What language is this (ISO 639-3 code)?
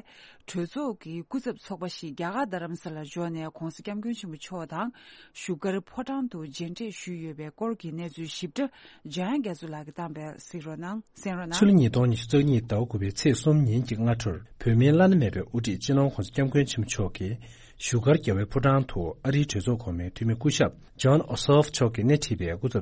bod